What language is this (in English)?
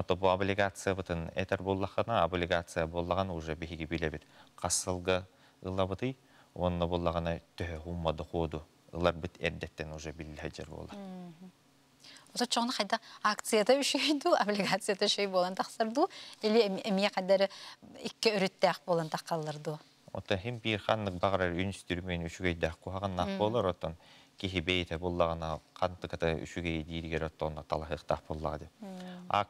Yakut